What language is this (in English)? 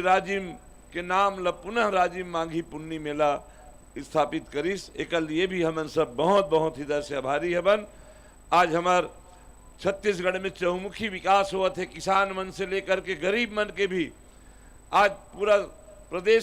Chhattisgarhi